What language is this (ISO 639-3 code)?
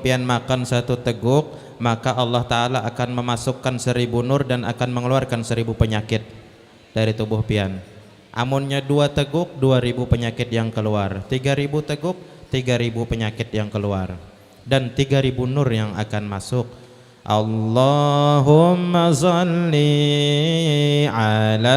bjn